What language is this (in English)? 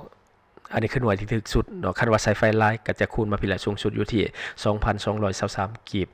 Lao